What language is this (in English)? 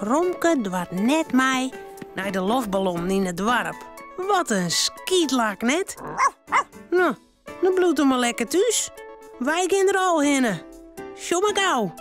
Western Frisian